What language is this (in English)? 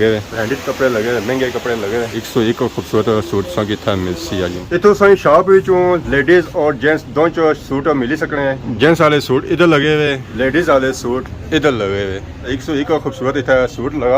Pahari-Potwari